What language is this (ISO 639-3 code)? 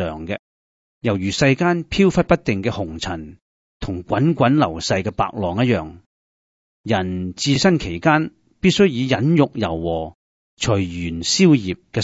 yue